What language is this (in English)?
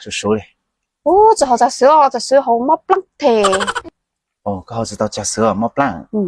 Hmong